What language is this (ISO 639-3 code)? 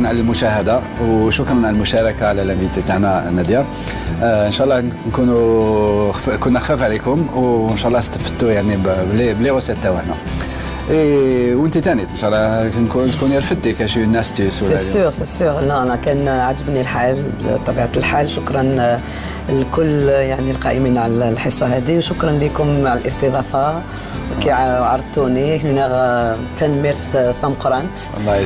arq